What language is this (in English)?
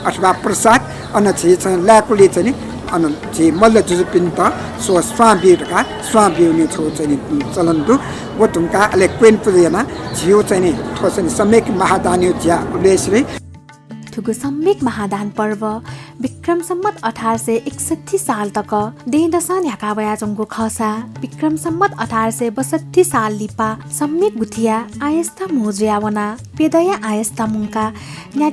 Newari